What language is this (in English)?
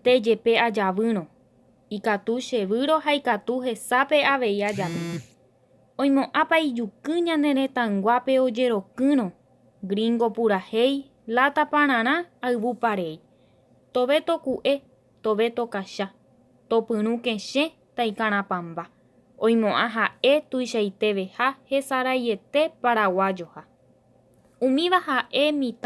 Guarani